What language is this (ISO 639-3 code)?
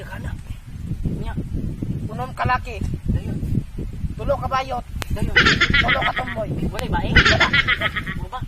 ceb